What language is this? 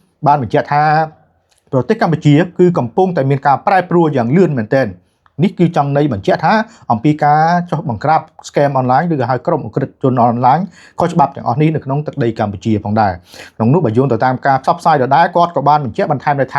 Khmer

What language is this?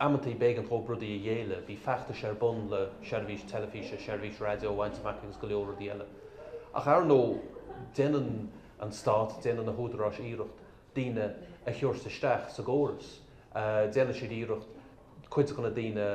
Irish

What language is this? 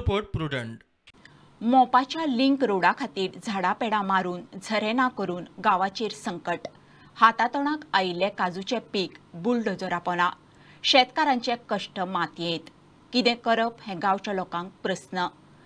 Konkani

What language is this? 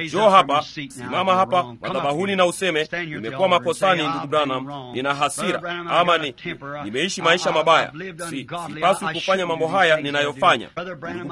Swahili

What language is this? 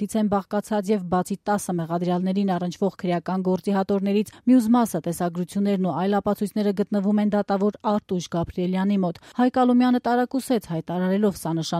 Armenian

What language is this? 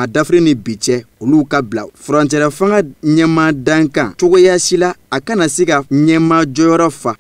Bambara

